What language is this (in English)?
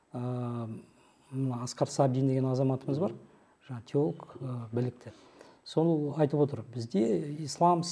Kazakh